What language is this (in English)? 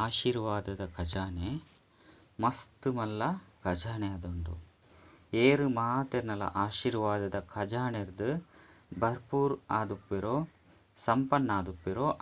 Tulu